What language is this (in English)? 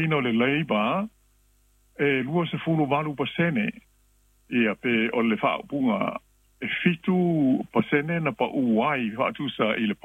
Samoan